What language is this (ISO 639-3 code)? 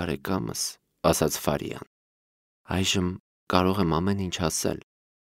hye